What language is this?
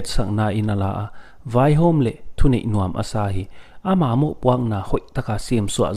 Paite Chin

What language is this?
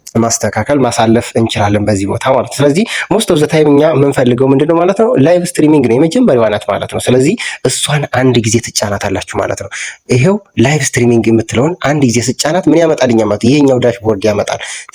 Amharic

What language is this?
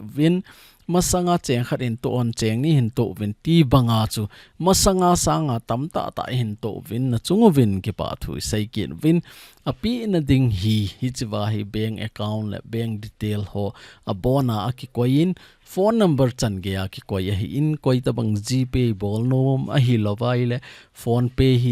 Thado Chin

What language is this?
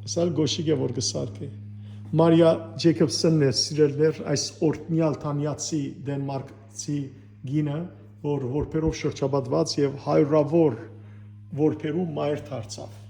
Western Armenian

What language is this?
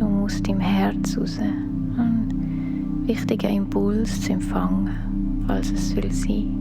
Swiss German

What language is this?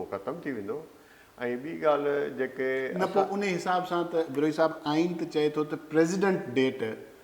Sindhi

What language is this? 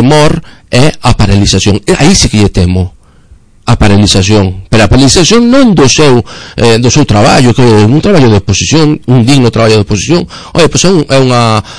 Galician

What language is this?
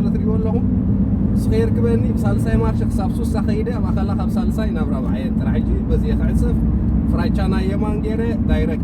Tigrinya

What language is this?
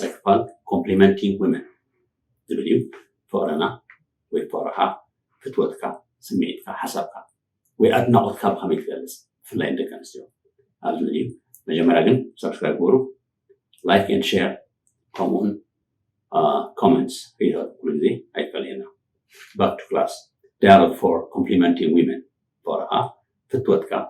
Tigrinya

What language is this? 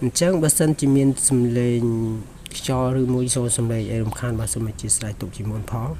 Khmer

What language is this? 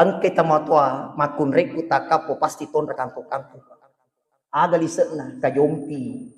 Buginese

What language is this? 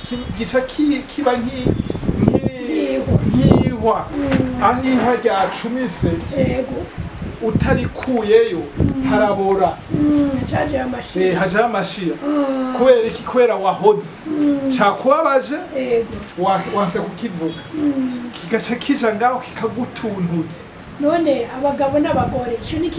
Rundi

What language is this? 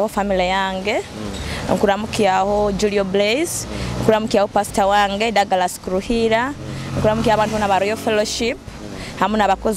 Nyoro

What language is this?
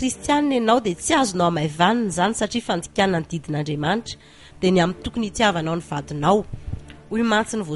Malagasy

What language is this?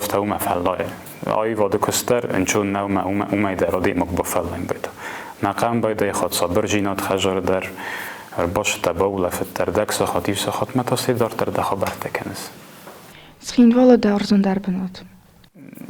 Ossetic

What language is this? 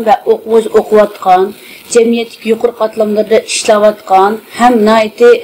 Uyghur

